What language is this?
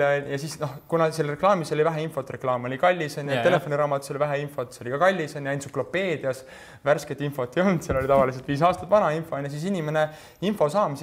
Estonian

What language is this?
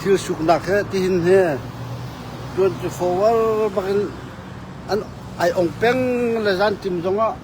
Hakha Chin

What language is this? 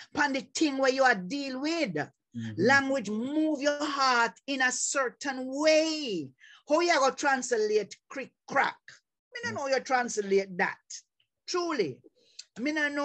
Jamaican Creole English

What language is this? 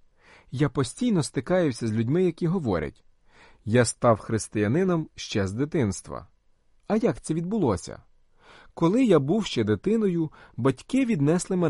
Ukrainian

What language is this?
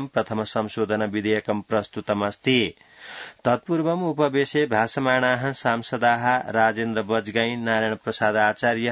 Sanskrit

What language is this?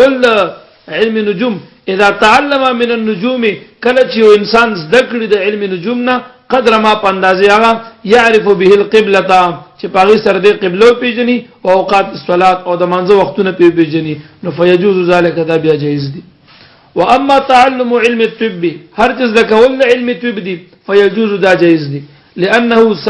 Pashto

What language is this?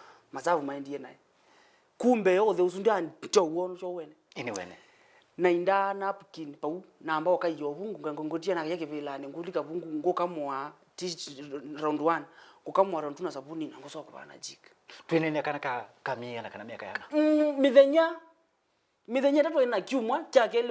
Kamba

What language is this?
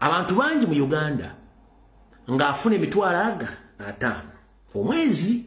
Ganda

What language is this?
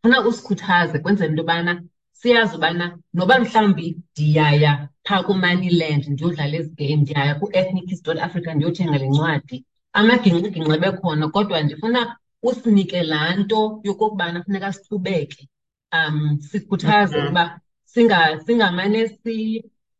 Xhosa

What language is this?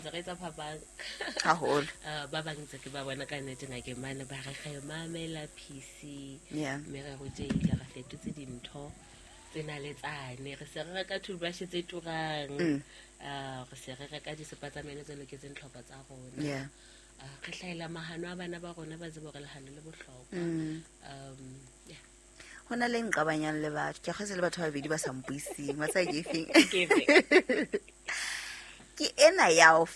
Southern Sotho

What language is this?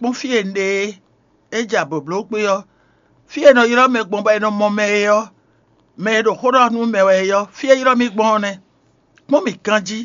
Fon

